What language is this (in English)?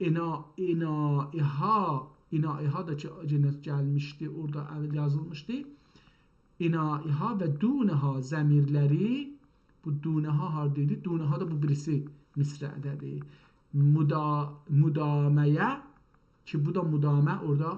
South Azerbaijani